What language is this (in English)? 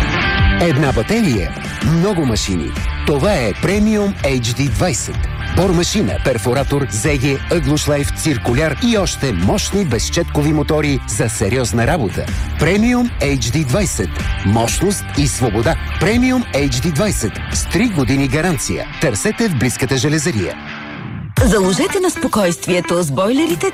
Bulgarian